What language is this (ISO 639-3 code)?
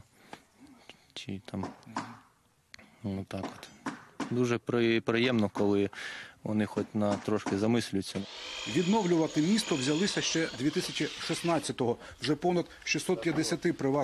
ukr